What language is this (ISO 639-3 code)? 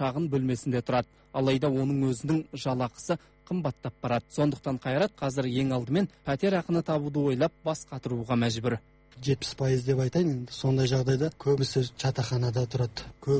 kaz